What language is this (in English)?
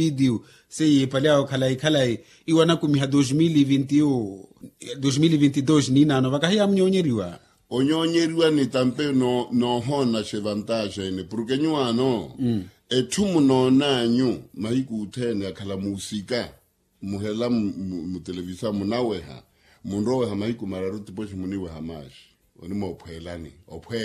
Makhuwa